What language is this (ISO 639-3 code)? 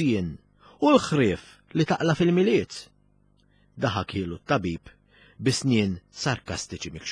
mlt